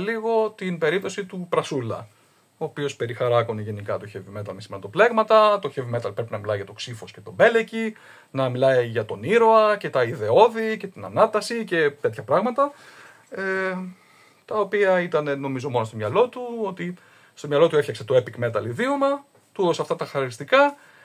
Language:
Greek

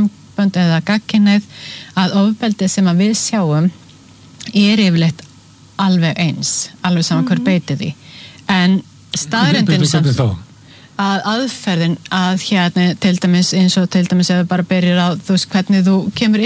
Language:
Icelandic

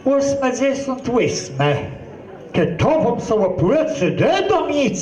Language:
Kashubian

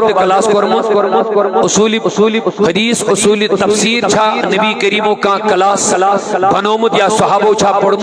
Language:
Kashmiri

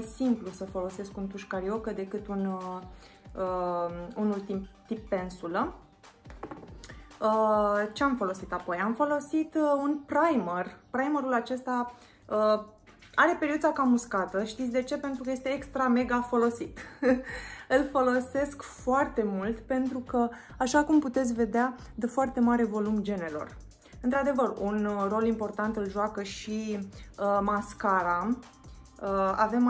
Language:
Romanian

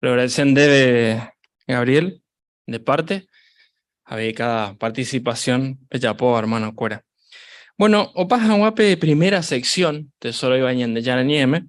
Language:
Guarani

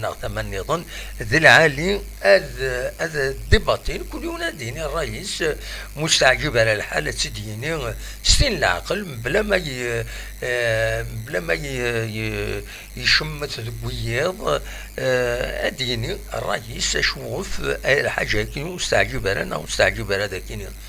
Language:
Kabyle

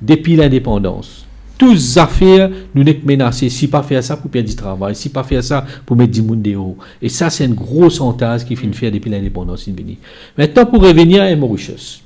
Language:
Morisyen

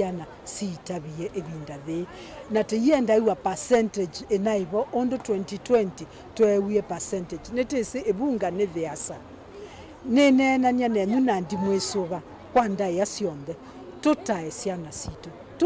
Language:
Kamba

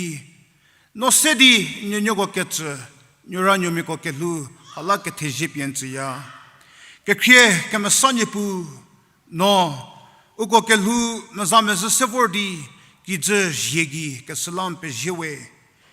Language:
Angami Naga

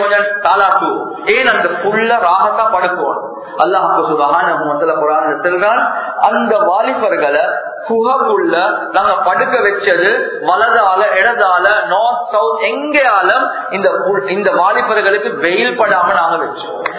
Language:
Tamil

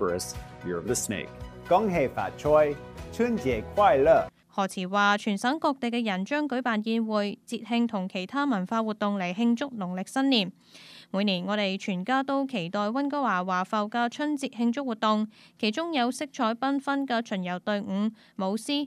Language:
Cantonese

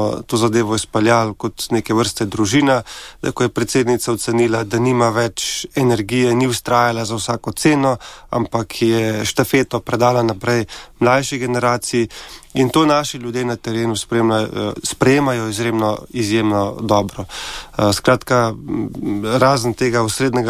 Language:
Slovenian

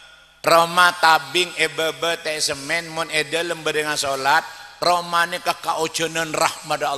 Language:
Madurese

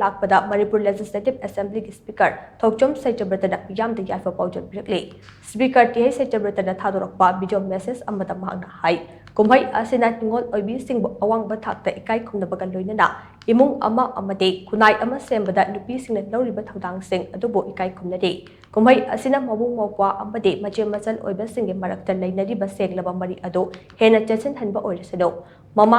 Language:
Manipuri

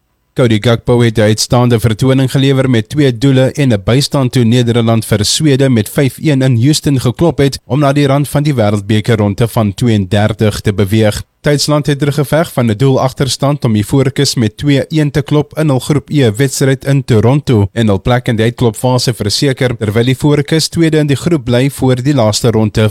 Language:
Afrikaans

